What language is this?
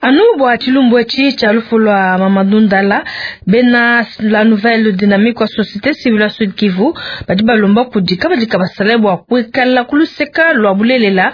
Luba-Lulua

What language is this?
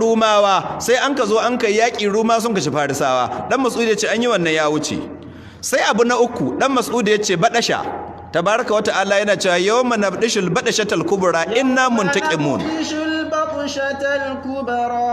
Hausa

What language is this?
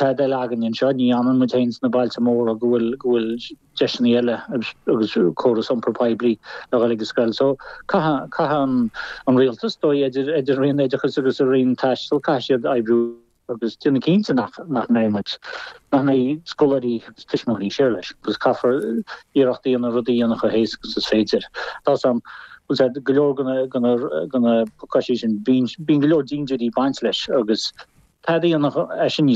Irish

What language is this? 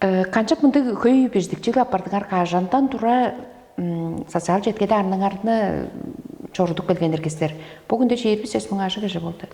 Tuvinian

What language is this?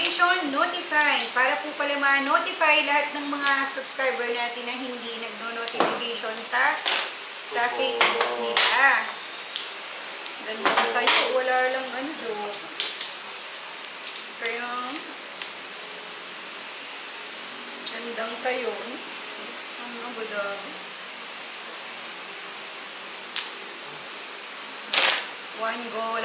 Filipino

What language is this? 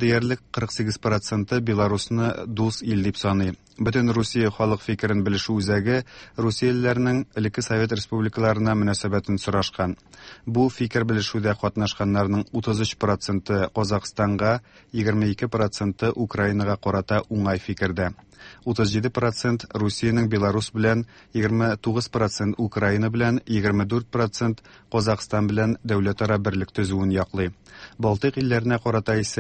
Tatar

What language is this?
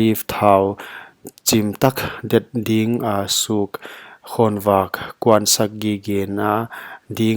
Paite Chin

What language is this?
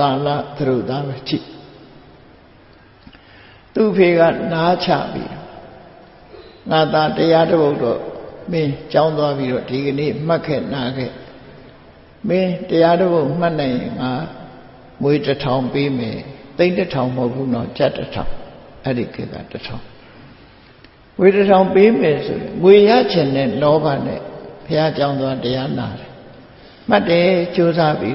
Burmese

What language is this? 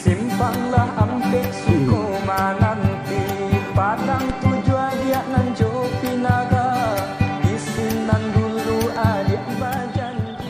Minangkabau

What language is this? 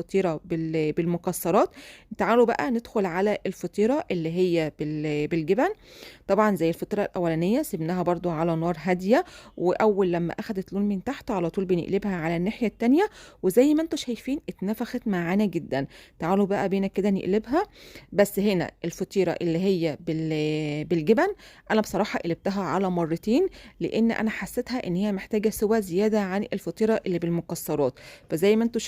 Egyptian Arabic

